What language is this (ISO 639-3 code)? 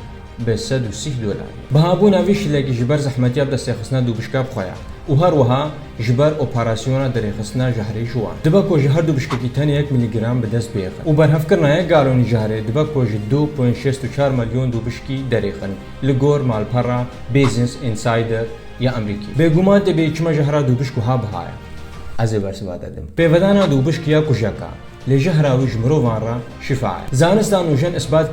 kur